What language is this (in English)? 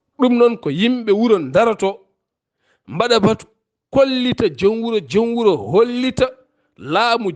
Fula